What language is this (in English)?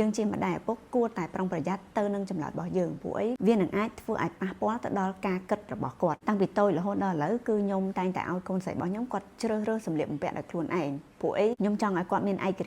Khmer